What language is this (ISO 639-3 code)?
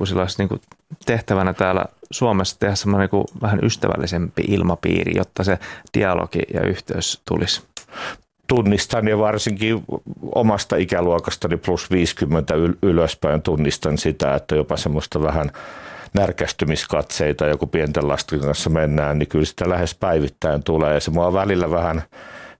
fin